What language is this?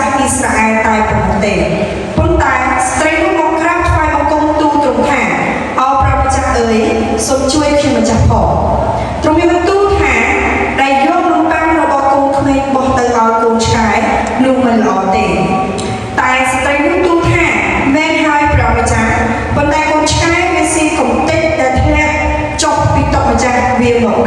Khmer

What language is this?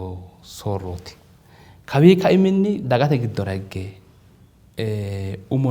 Sidamo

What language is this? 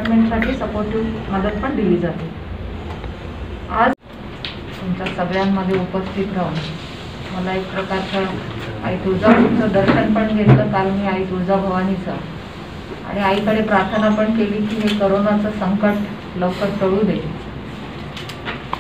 Marathi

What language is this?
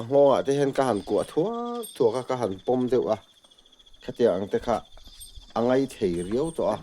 Mizo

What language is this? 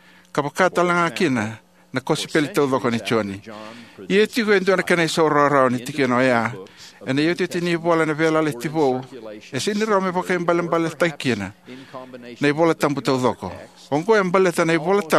Fijian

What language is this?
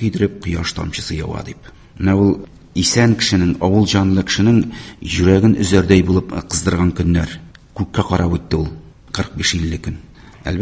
Tatar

